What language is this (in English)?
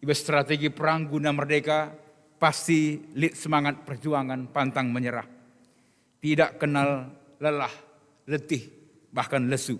Batak Karo